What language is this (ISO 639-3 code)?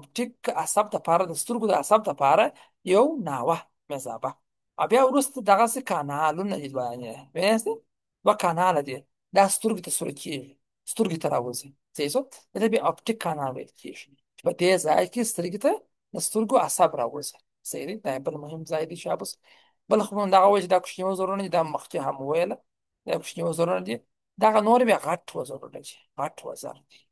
pus